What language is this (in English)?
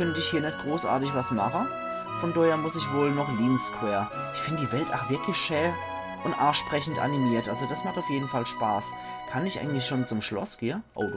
Palatine German